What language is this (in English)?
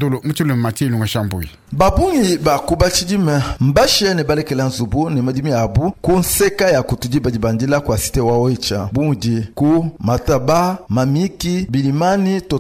Luba-Lulua